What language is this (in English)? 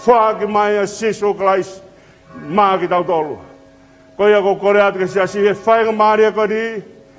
Tongan